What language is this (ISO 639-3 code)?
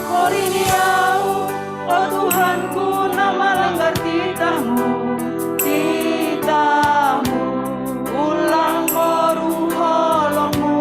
bts